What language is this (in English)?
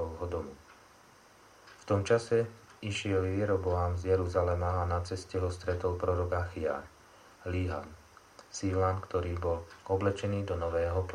Slovak